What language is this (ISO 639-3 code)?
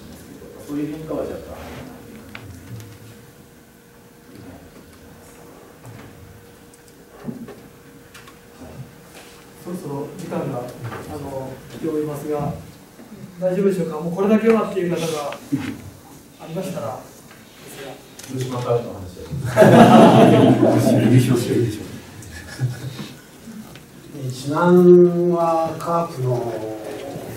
jpn